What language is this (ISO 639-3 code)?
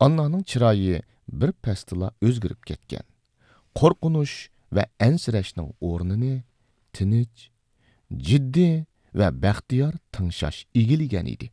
uig